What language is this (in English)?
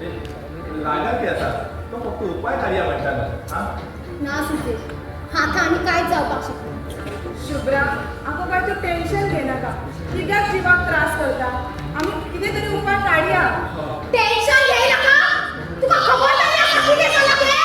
Konkani